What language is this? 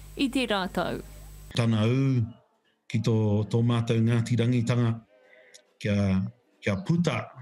Māori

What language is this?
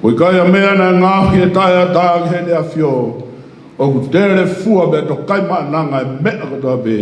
Tongan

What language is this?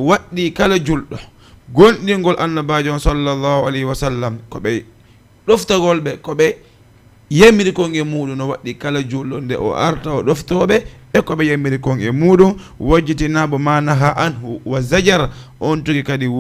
Fula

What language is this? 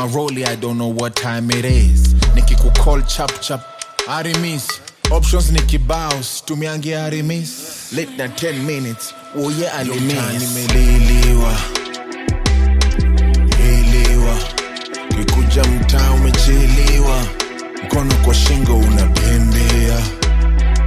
Swahili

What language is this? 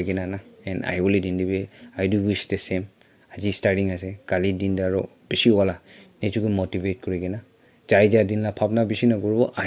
Naga Pidgin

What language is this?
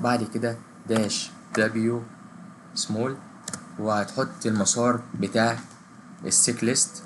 Egyptian Arabic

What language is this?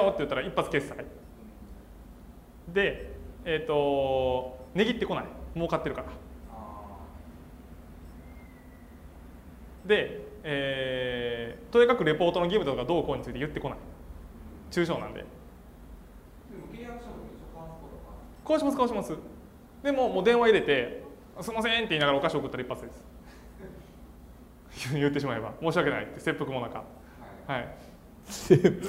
Japanese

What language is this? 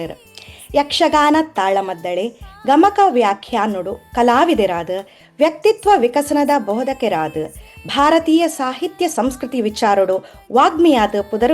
Tulu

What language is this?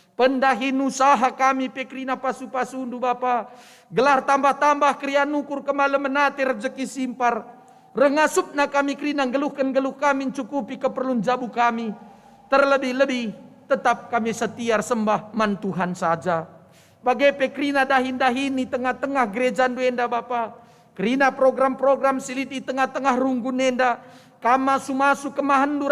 Batak Karo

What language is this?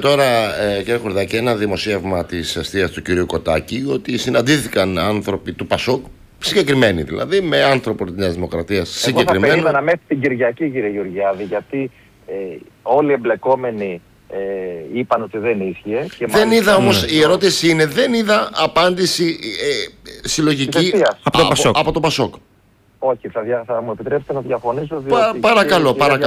Greek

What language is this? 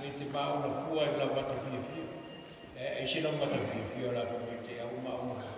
Samoan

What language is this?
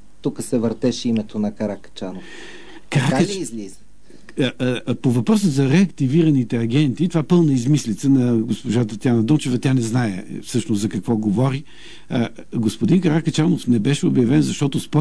Bulgarian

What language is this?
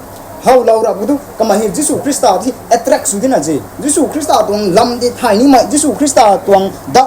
Rongmei Naga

